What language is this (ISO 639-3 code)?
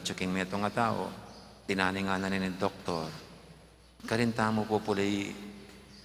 pam